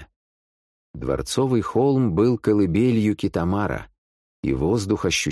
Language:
Russian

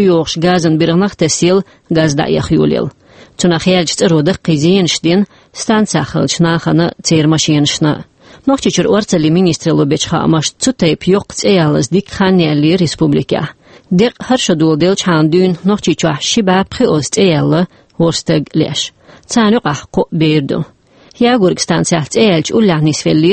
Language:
Chechen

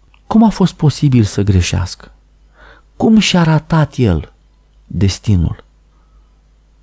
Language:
Romanian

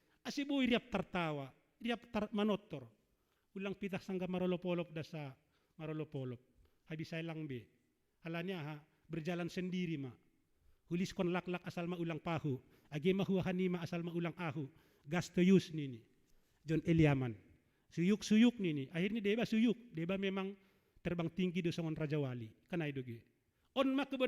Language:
Batak Simalungun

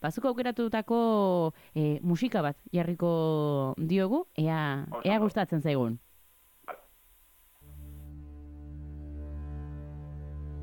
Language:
Basque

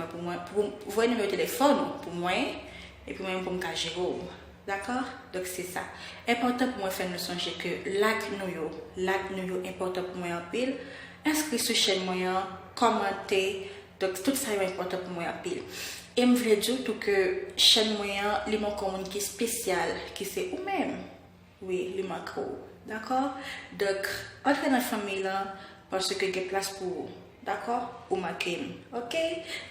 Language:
Haitian Creole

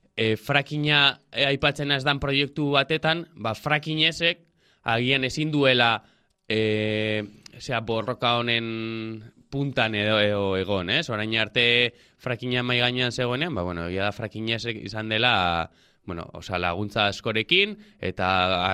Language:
Basque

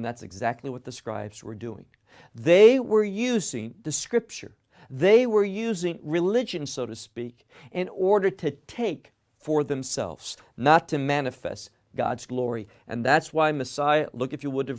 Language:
English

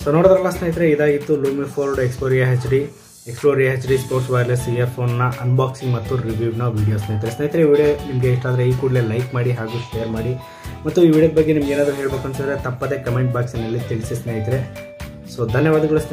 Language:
Kannada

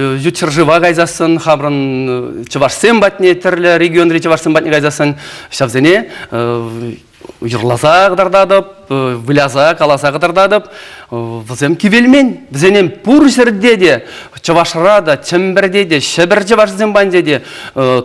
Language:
Chuvash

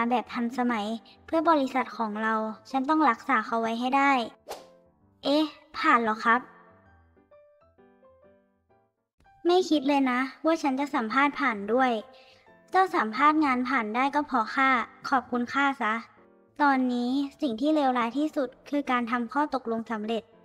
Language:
Thai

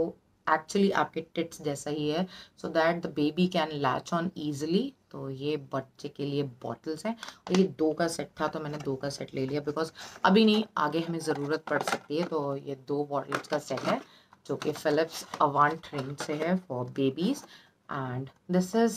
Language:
Hindi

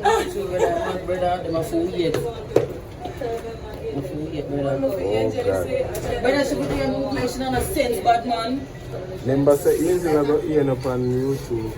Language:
Jamaican Creole English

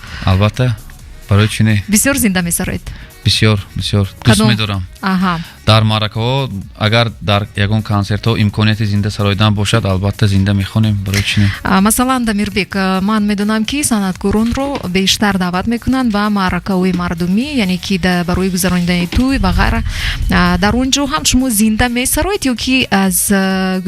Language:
Tajik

